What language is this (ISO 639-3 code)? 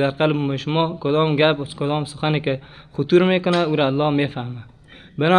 fas